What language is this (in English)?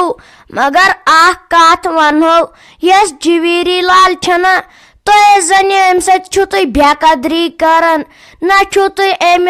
Kashmiri